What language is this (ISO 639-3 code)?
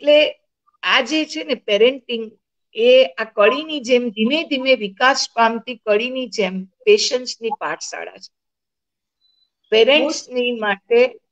guj